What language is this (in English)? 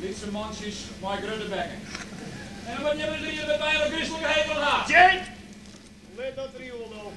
Western Frisian